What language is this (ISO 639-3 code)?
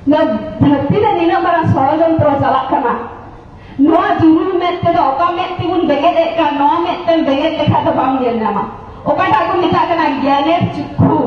sat